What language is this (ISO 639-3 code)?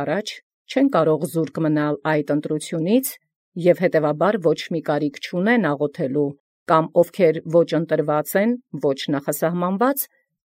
hye